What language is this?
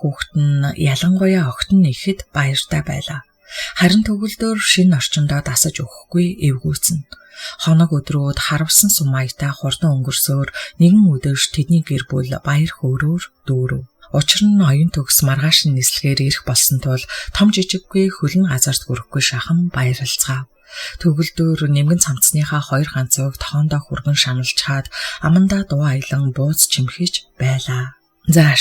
Mongolian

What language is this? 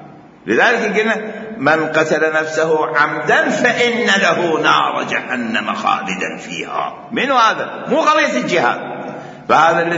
Mesopotamian Arabic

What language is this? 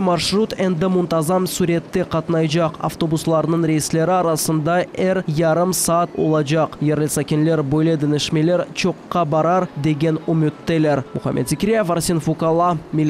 Crimean Tatar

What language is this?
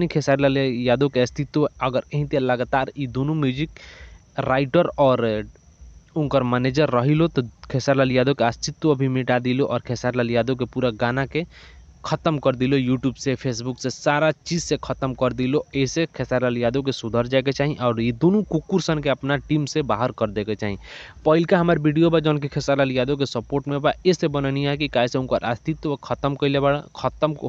Bhojpuri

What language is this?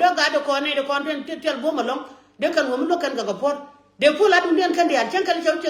Nuer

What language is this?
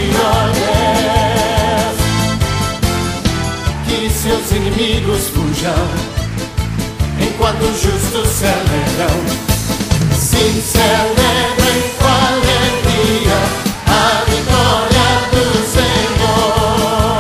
Portuguese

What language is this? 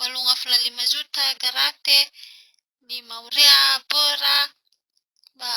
Nias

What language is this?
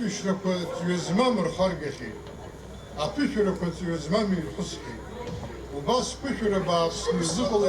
Abkhazian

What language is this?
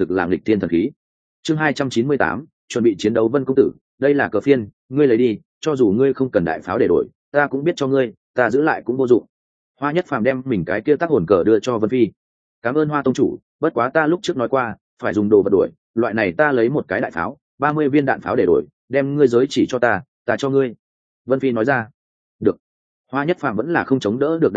Vietnamese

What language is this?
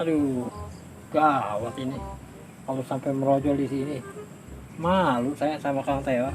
Betawi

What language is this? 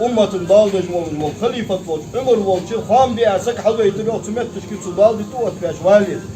Ingush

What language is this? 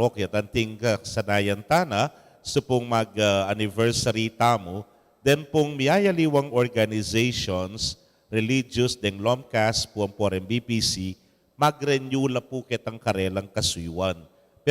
Pampanga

